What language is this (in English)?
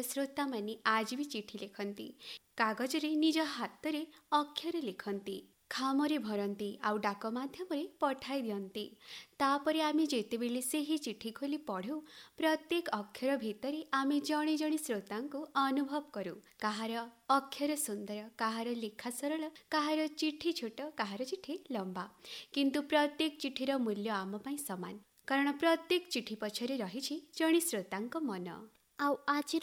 Odia